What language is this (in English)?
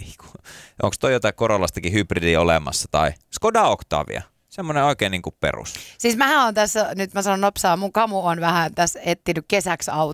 Finnish